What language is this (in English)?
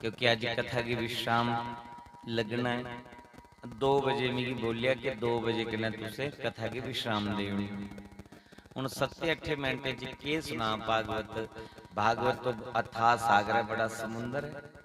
Dogri